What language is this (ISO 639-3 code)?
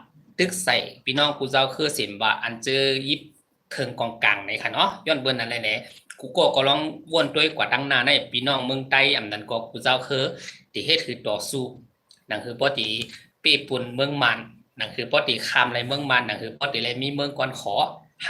shn